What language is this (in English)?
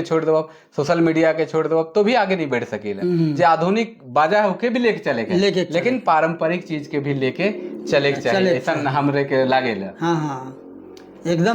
Sadri